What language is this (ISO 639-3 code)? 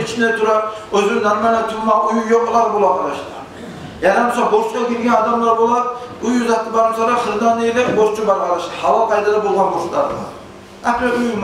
kum